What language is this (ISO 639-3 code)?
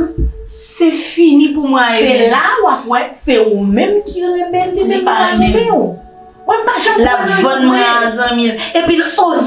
hat